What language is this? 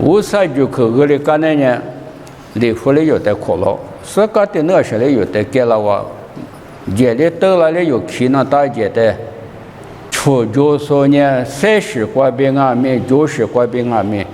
Lisu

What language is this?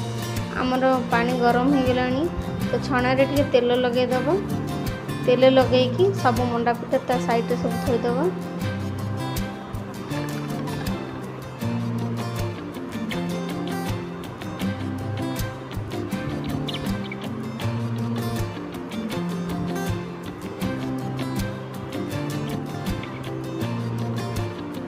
Odia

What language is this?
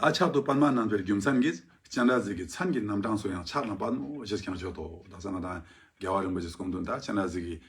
Ladakhi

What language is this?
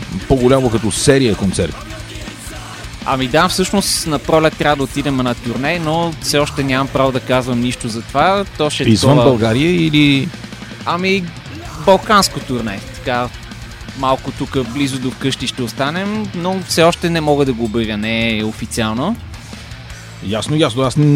Bulgarian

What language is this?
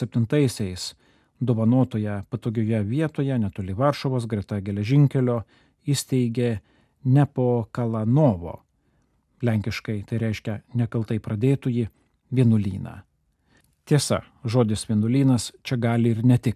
Lithuanian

